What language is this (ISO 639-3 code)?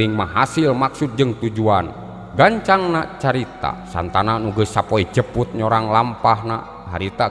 sun